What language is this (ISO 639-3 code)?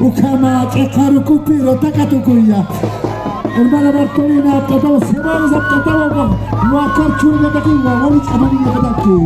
aym